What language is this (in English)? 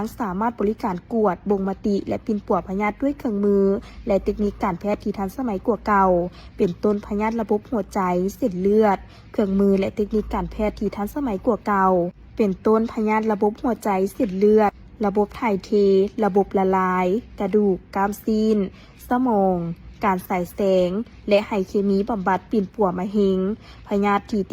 Lao